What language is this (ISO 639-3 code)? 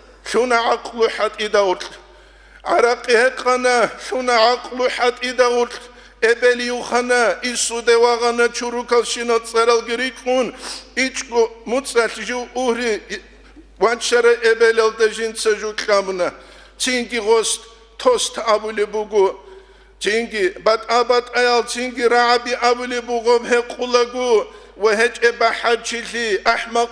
ava